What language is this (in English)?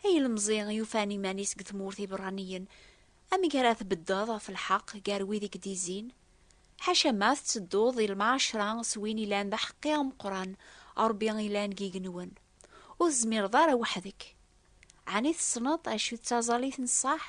Kabyle